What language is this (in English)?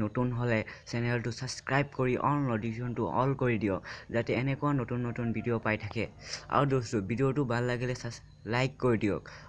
Assamese